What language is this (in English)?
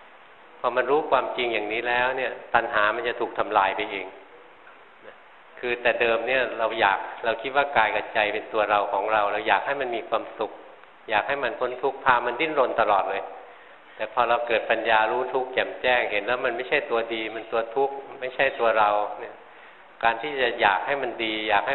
Thai